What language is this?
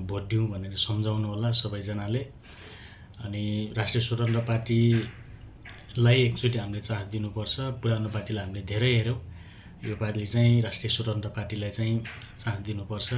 Nepali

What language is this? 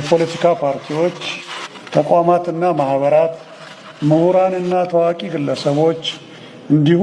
Tigrinya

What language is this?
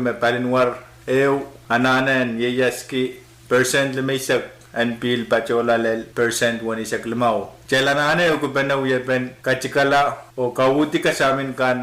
Pohnpeian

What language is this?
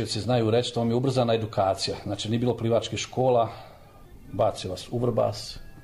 Bosnian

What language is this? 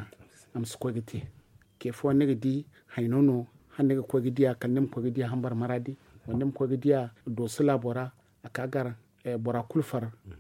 Zarma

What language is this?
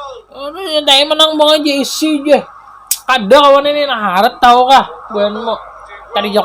Banjar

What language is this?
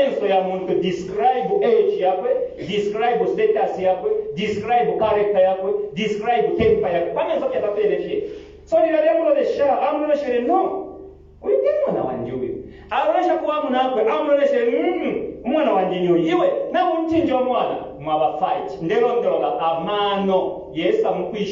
Bemba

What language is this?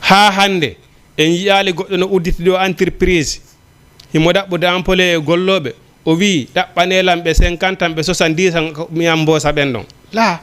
Fula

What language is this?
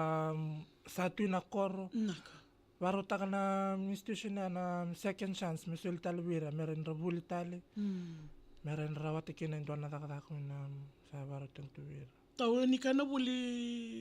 Fijian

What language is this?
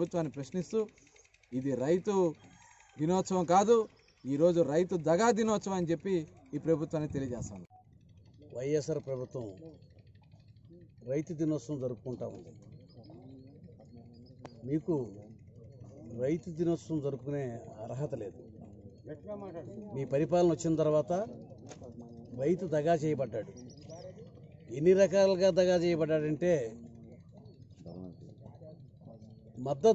Telugu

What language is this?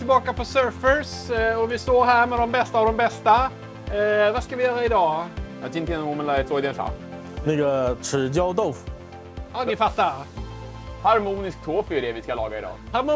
Swedish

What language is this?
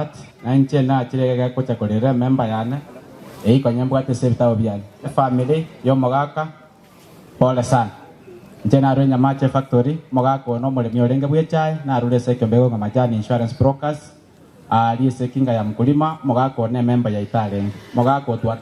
Gusii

